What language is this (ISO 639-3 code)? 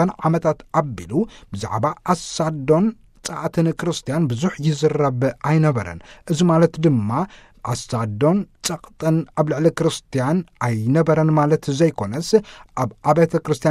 tir